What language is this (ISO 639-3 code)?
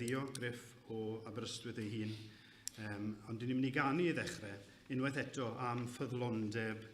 cym